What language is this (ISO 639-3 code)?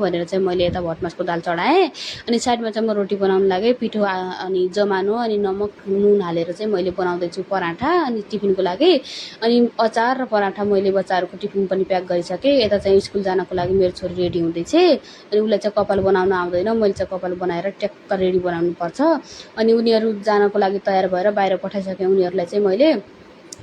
nep